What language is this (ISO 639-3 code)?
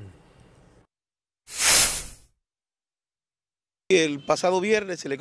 spa